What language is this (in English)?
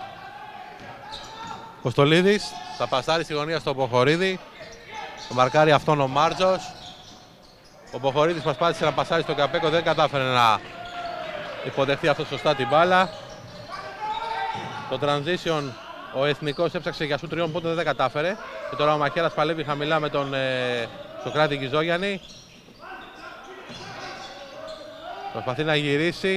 Greek